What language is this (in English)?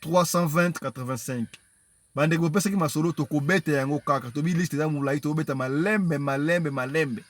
Lingala